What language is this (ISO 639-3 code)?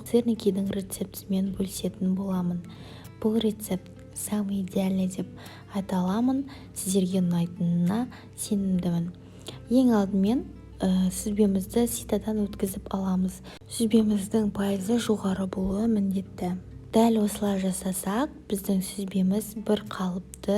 kaz